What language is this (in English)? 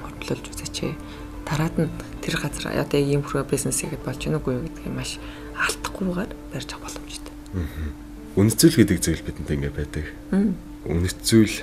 Mongolian